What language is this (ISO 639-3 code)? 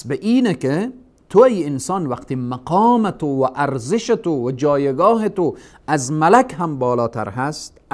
fas